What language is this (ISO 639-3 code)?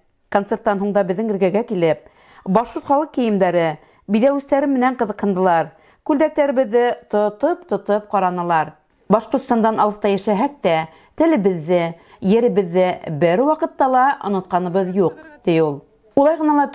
bak